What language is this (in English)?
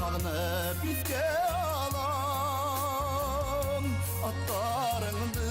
Bashkir